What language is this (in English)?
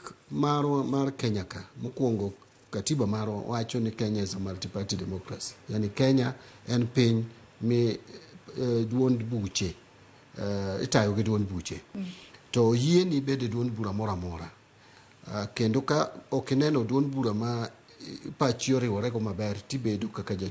Luo (Kenya and Tanzania)